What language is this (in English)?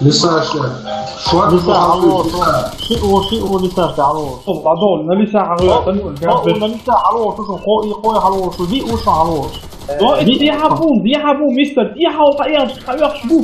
Chechen